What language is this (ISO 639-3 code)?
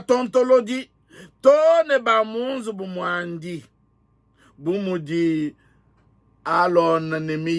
lua